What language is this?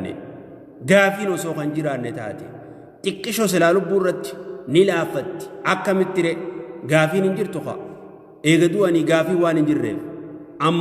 Oromo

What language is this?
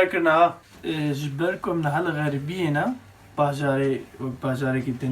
Kurdish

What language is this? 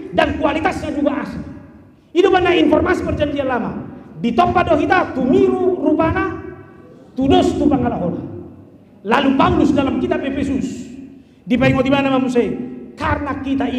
Batak Toba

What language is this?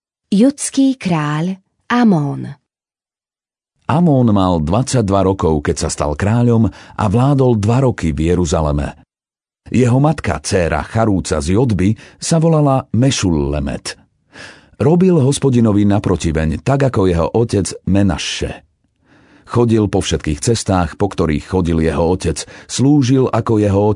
Slovak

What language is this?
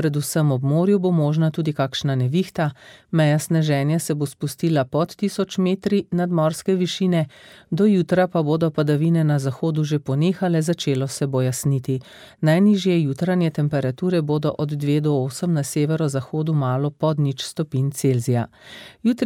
Slovenian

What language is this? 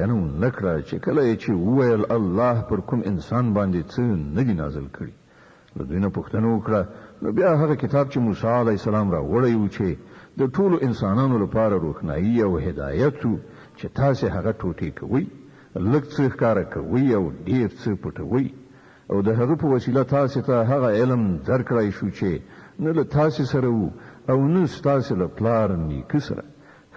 Pashto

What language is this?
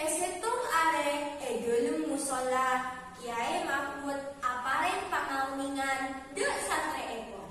Madurese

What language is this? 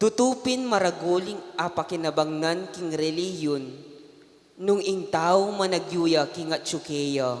Pampanga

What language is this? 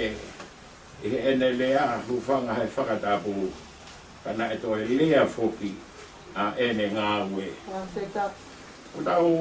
Tongan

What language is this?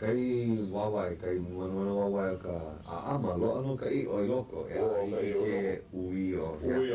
Hawaiian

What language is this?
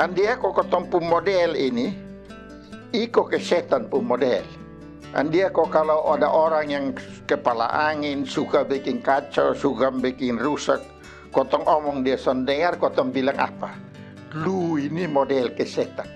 Kupang Malay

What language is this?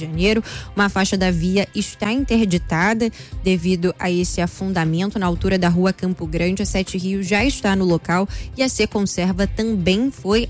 Portuguese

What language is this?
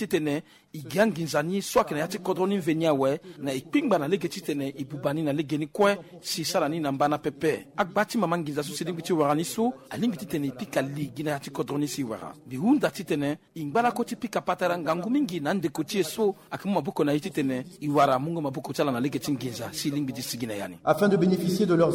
Sango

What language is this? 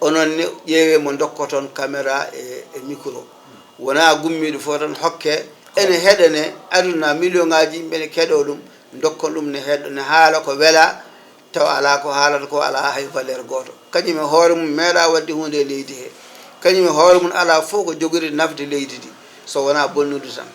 Fula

